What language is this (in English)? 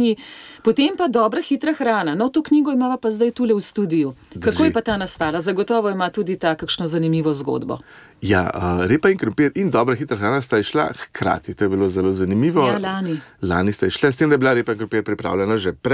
Slovenian